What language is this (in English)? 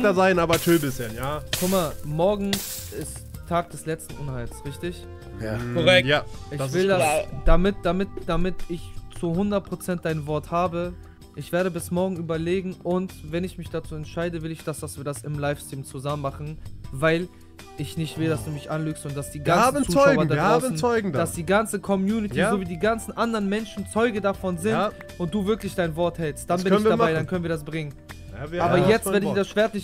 German